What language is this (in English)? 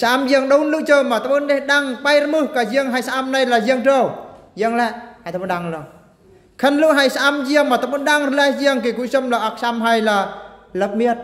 Eastern Bru